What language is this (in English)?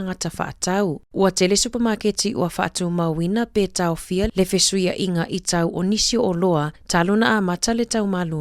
Samoan